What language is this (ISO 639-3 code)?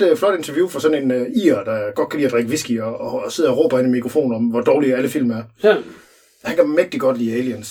dan